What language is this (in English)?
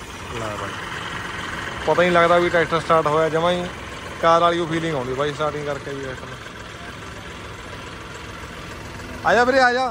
Punjabi